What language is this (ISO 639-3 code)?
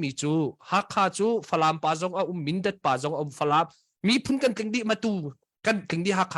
cnh